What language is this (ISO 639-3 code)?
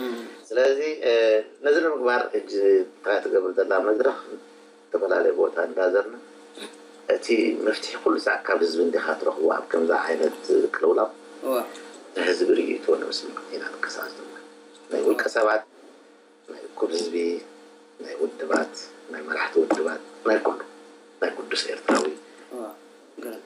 tir